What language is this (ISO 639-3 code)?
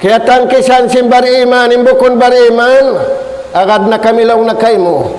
tsg